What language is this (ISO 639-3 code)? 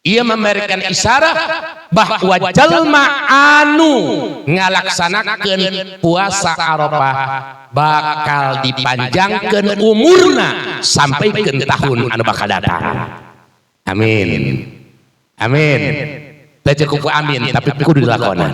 sun